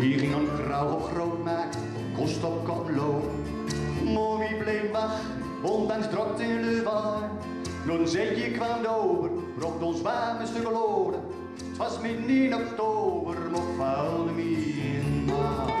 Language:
Gronings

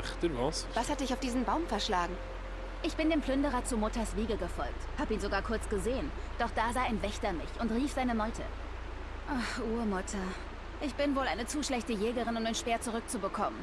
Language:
Swiss German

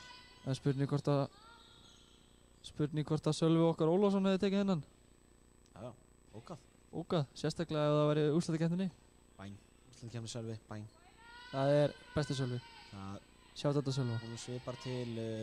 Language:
Icelandic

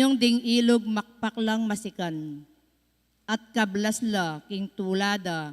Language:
Pampanga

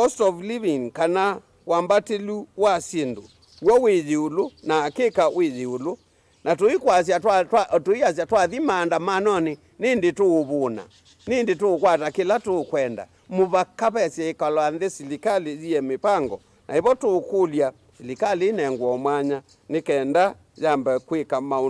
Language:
Kamba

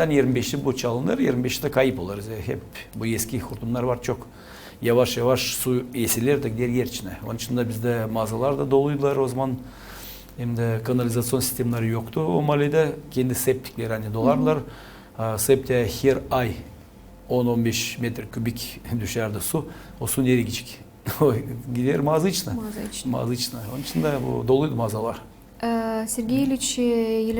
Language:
Gagauz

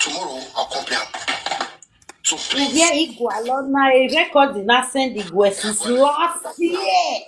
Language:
Nigerian Pidgin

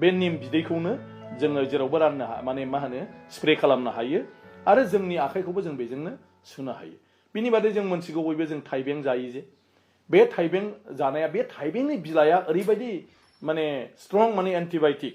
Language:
Bodo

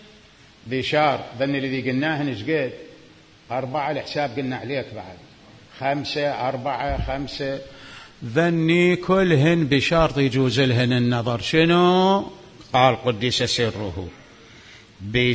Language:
Mesopotamian Arabic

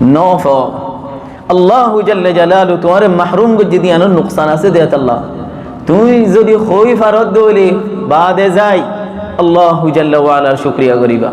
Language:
Rohingya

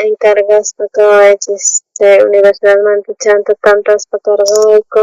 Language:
South Bolivian Quechua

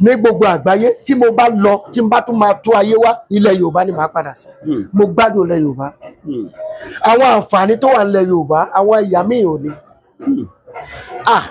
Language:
Yoruba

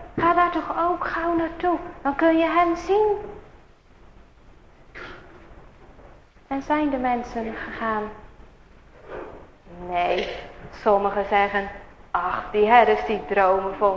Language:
Dutch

